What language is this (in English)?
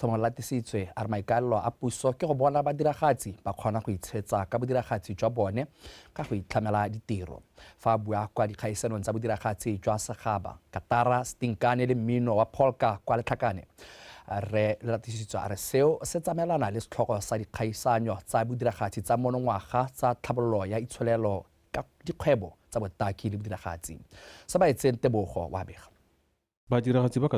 Tswana